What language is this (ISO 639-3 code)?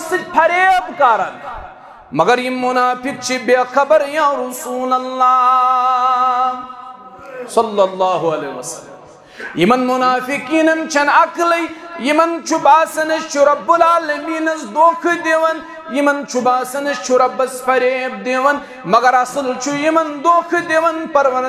kas